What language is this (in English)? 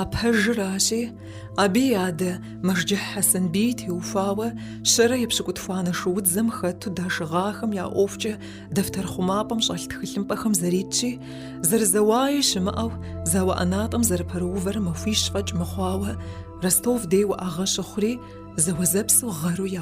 Kabardian